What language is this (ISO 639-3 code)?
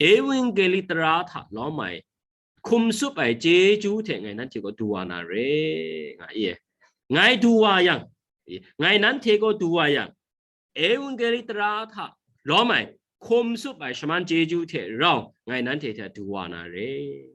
kac